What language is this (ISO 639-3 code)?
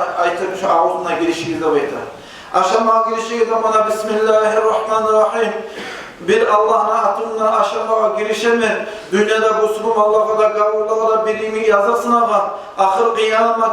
kum